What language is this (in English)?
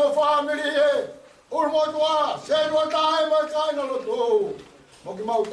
Tongan